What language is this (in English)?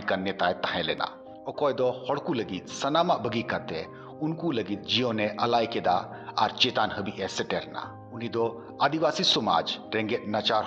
Santali